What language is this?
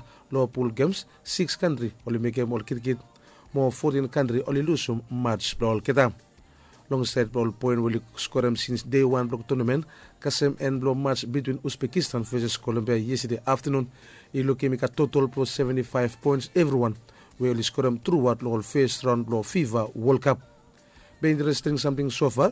Bislama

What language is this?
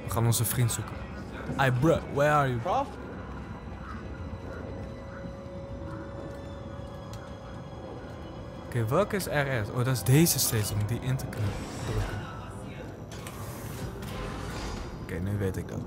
Dutch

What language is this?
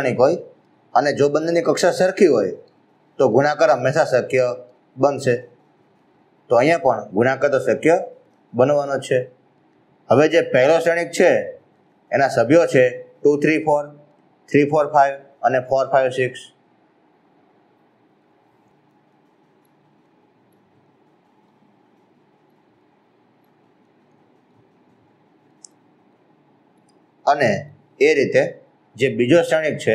Gujarati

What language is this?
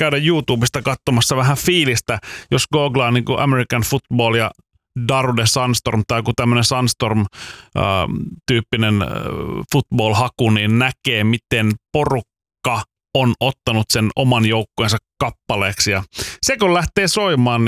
Finnish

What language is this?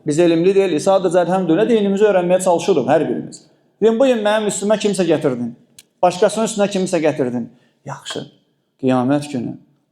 Azerbaijani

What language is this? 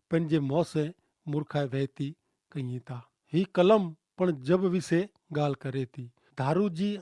Kachhi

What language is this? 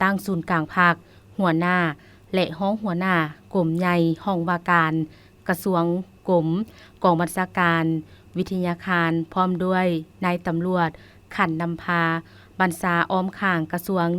Lao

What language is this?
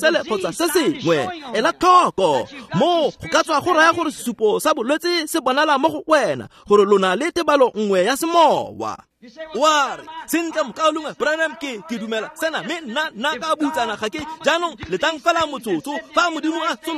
Tswana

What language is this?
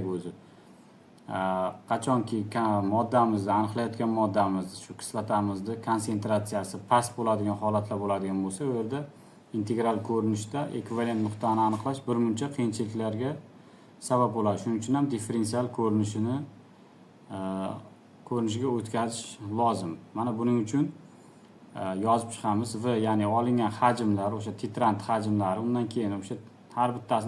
Uzbek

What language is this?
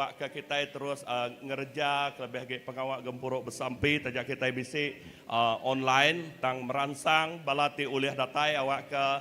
Iban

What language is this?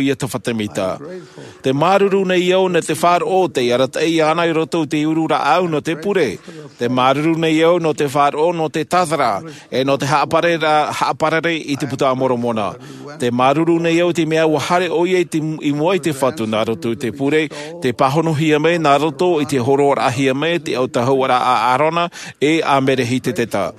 Tahitian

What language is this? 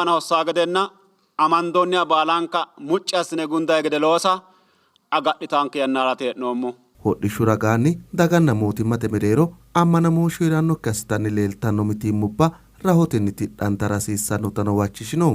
Sidamo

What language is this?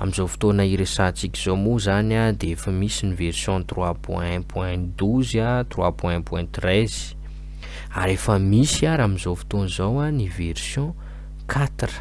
Malagasy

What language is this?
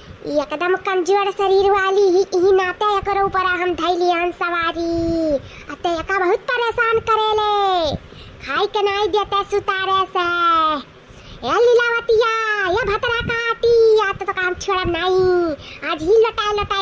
Awadhi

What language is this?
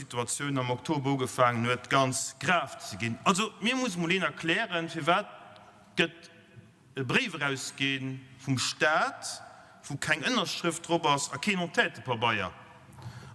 Luxembourgish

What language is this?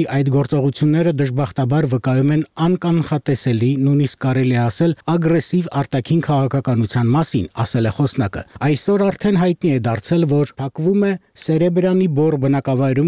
Armenian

